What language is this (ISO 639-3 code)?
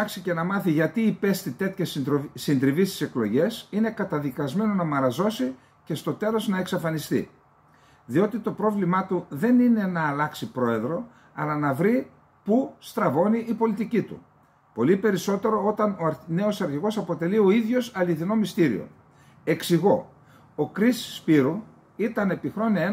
ell